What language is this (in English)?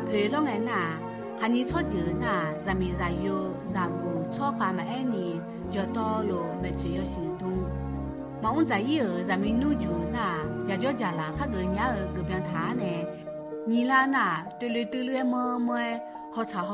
Akha